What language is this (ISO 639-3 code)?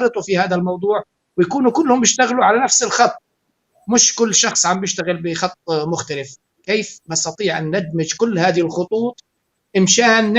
apc